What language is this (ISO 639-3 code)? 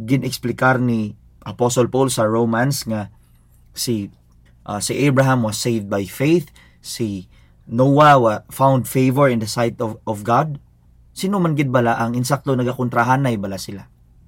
hil